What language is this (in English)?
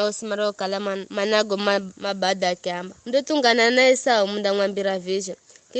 Giryama